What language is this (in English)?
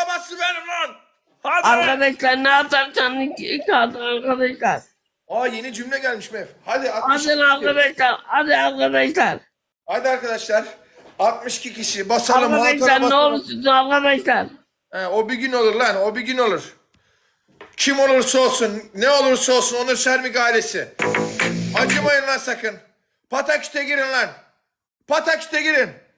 Turkish